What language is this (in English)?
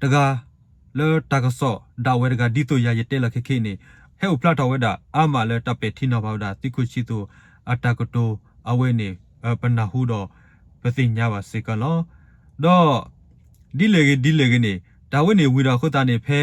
S'gaw Karen